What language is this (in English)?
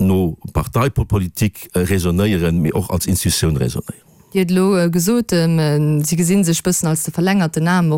Luxembourgish